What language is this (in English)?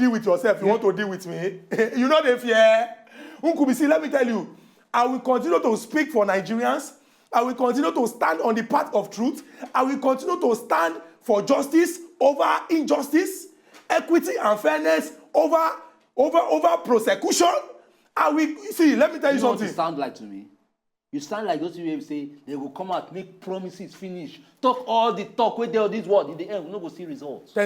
Nigerian Pidgin